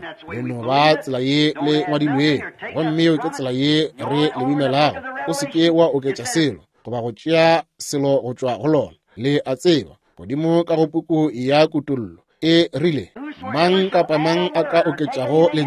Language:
Northern Sotho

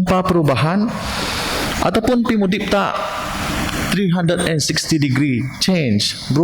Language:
Biatah Bidayuh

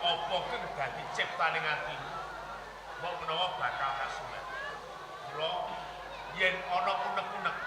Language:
Javanese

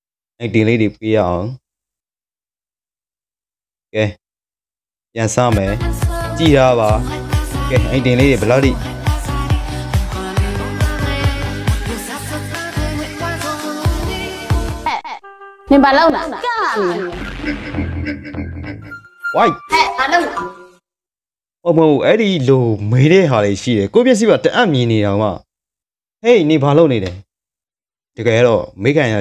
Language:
Burmese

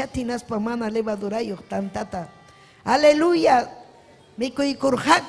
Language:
Ayacucho Quechua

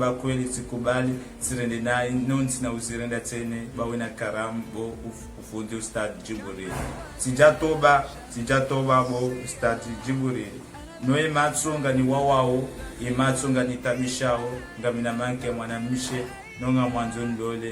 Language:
Ngazidja Comorian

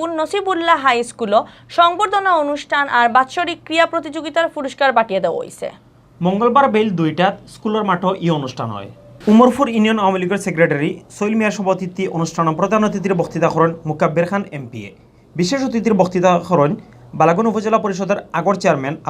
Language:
Sylheti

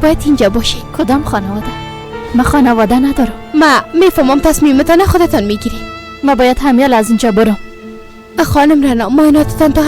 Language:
Persian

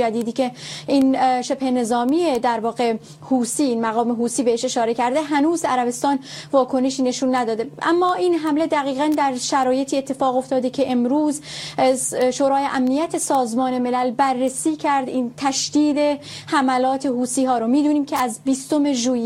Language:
Persian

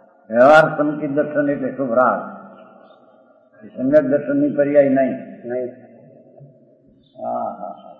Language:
Gujarati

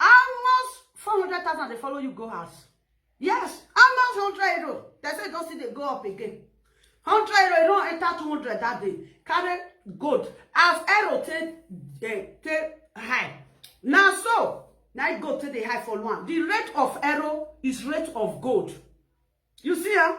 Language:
Nigerian Pidgin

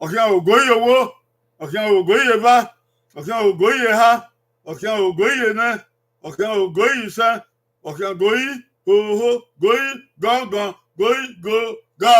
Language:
Bini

